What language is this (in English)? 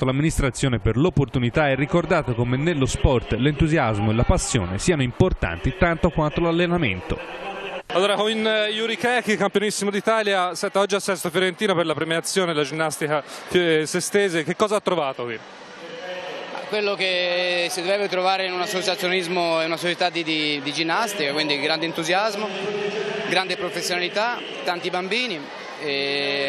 Italian